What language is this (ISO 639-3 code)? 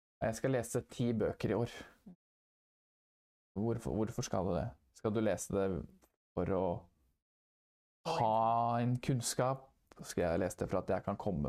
nor